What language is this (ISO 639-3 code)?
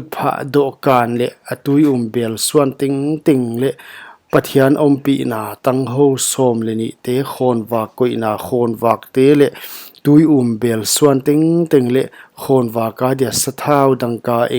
pck